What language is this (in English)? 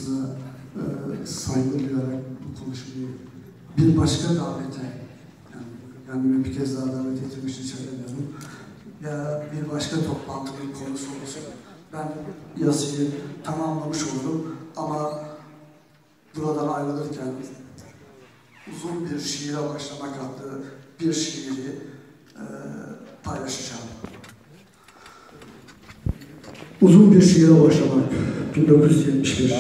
Turkish